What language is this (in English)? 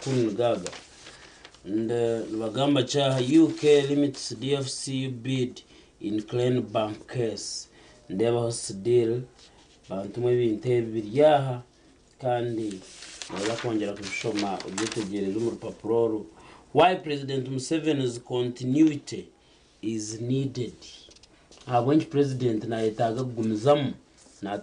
Nyankole